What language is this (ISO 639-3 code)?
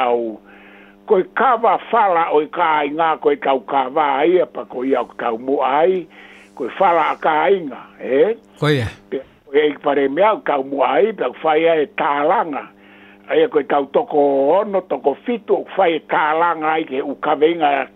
ton